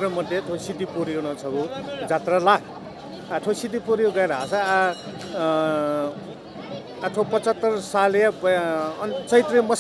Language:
Newari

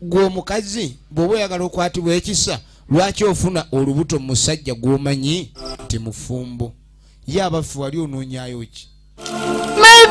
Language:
Ganda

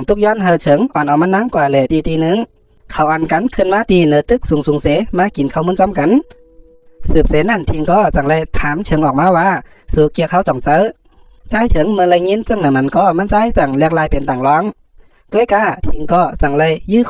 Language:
Shan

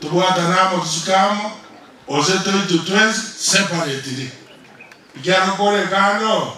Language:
Gusii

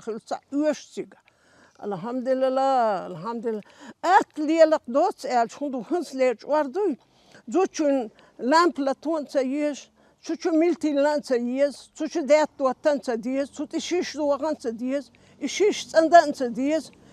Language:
Chechen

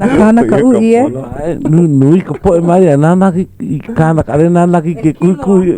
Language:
Hawaiian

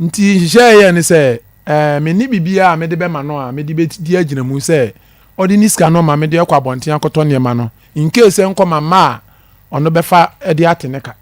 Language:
Akan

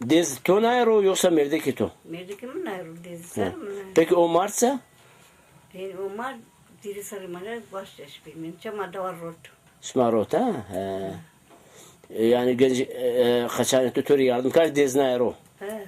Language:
Zaza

